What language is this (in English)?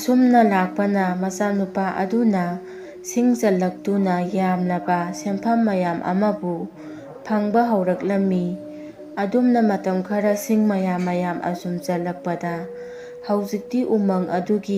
Manipuri